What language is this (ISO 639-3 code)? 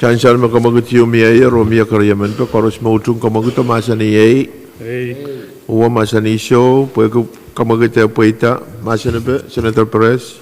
pon